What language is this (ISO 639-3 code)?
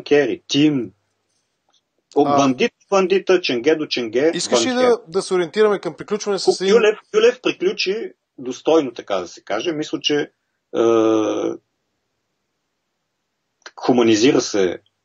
bul